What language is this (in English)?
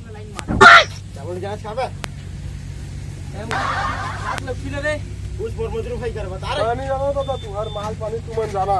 Chhattisgarhi